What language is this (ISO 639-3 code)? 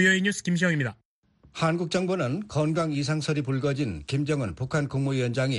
kor